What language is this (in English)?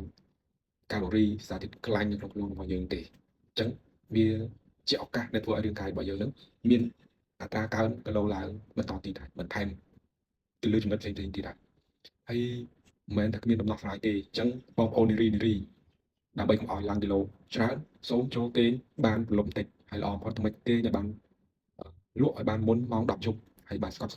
Khmer